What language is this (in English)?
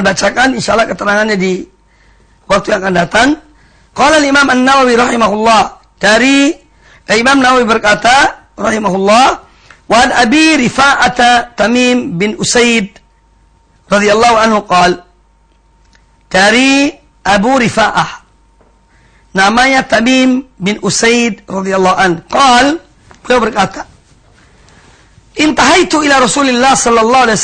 Indonesian